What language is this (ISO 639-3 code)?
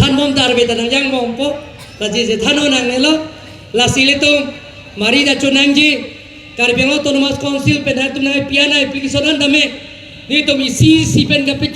mjw